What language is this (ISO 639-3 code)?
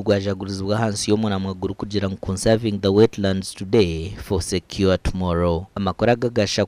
nyn